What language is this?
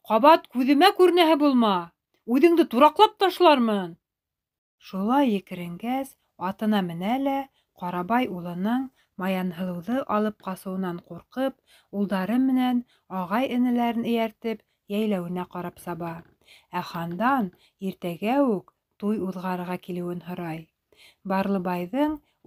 Bashkir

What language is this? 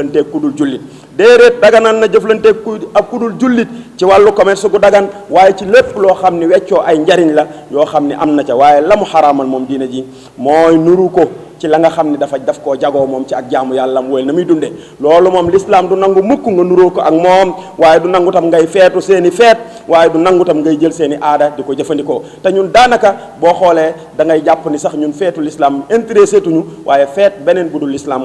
Wolof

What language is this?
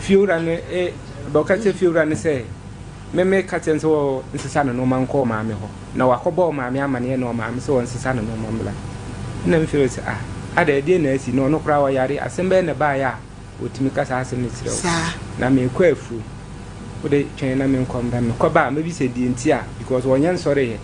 Akan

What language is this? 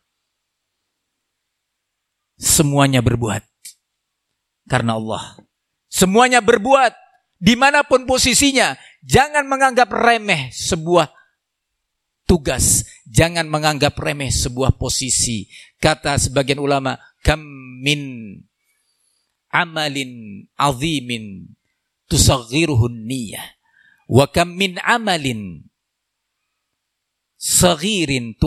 Indonesian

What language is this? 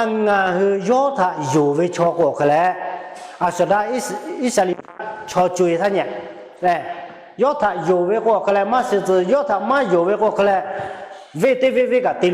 Lahu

